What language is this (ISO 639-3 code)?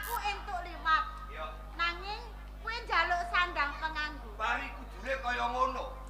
jav